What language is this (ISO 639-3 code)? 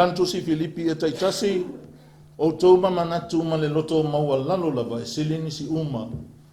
smo